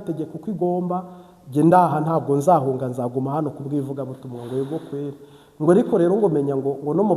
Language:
Kinyarwanda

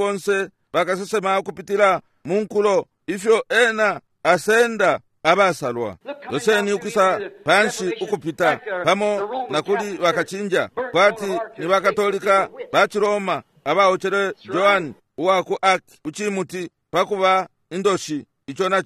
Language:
Bemba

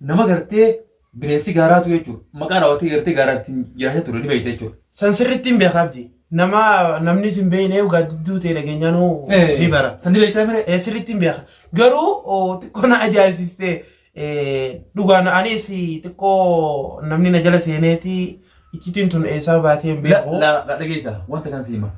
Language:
Oromo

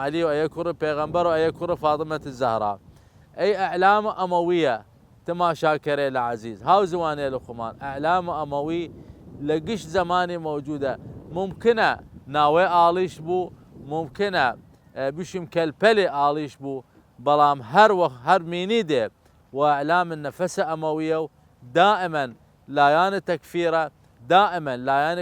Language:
Southern Kurdish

